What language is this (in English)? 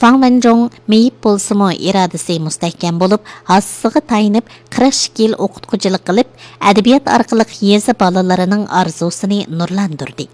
Uyghur